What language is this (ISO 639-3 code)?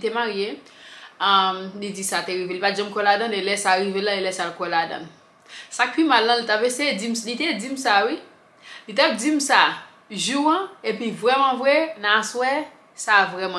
hat